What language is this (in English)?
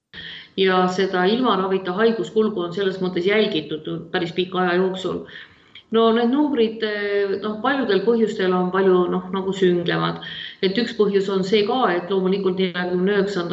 Estonian